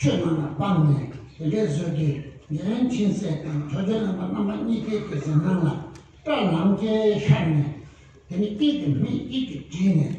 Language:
Tibetan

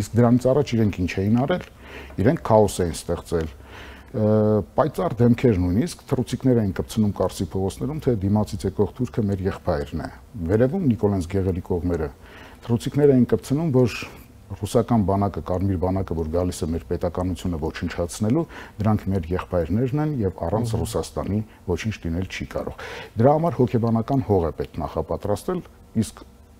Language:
Armenian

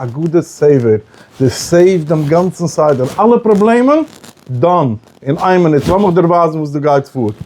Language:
Yiddish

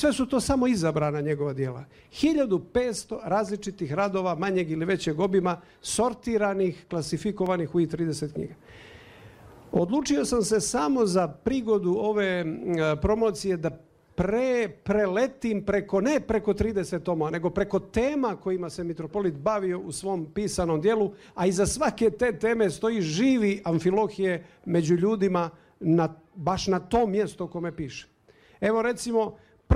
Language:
Serbian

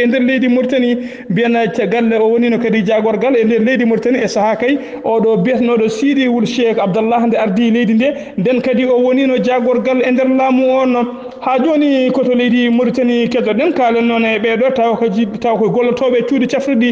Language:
Fula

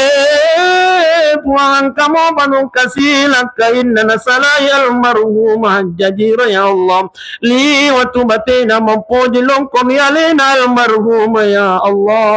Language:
Buginese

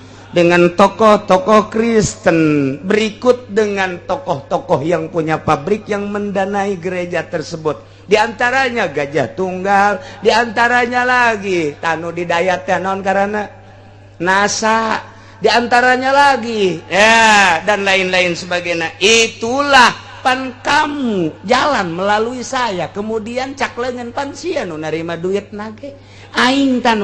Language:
Sundanese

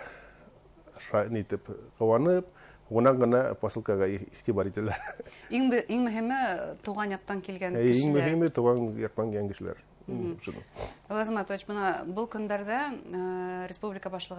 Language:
Bashkir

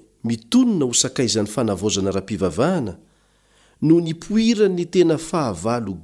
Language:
Malagasy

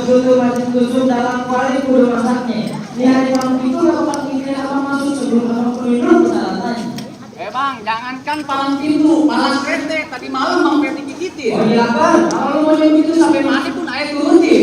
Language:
Betawi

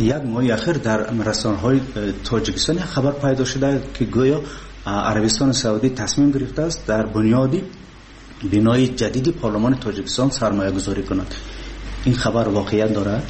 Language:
Tajik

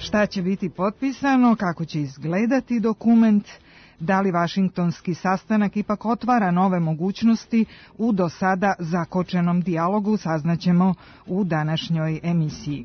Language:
Serbian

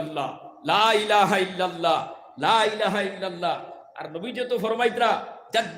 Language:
Sylheti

